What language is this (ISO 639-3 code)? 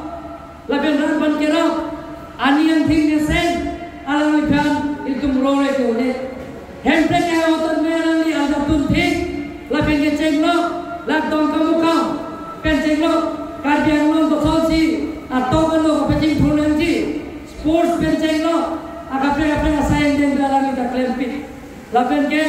mjw